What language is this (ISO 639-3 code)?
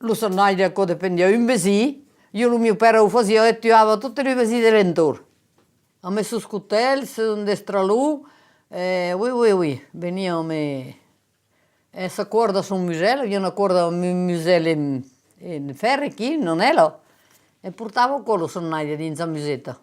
oci